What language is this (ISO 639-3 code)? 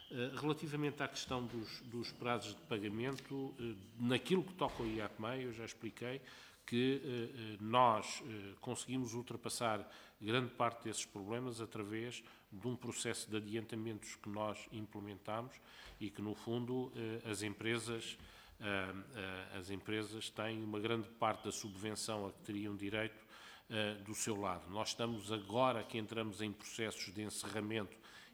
por